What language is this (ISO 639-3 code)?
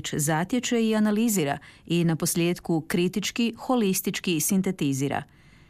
hrv